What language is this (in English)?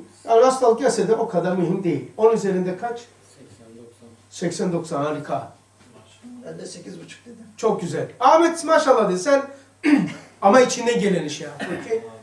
Turkish